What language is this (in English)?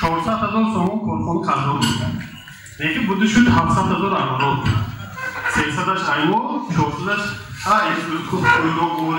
Tajik